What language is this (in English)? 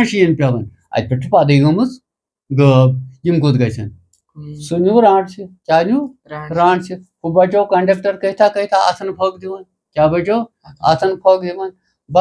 Kashmiri